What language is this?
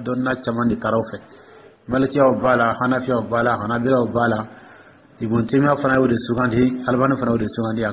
Dyula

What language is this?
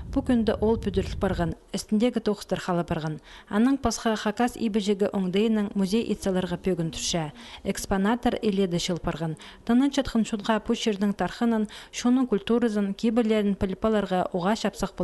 Khakas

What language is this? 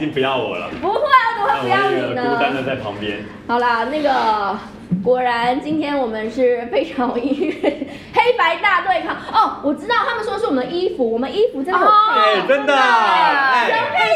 Chinese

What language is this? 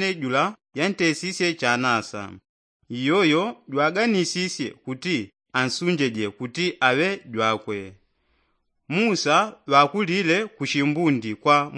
Yao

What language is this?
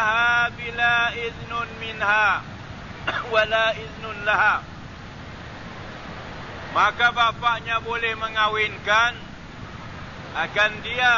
Malay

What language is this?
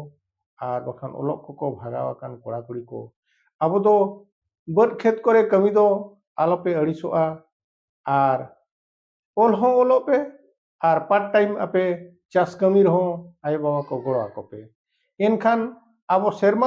Santali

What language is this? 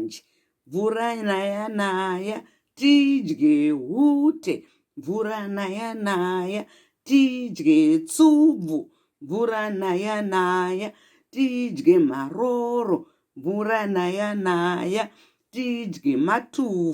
Shona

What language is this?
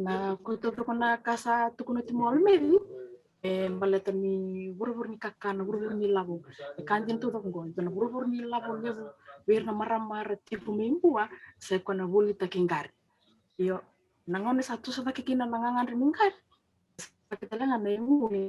Fijian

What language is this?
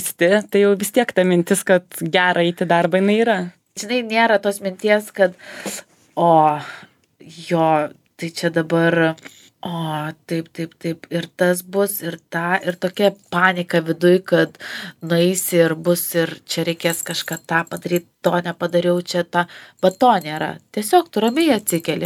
Lithuanian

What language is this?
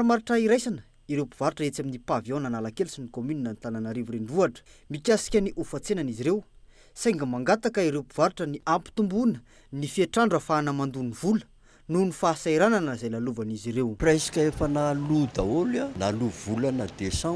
Malagasy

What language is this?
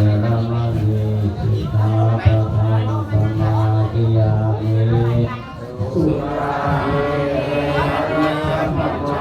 Pali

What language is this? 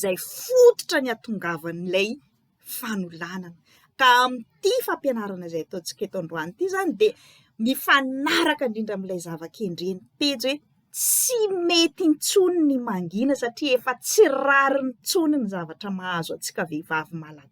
Malagasy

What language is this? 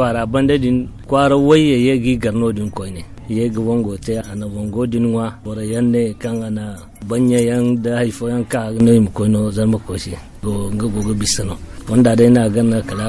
Zarma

